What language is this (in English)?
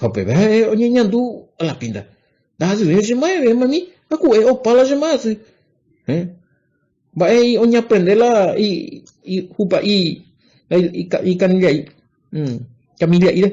Guarani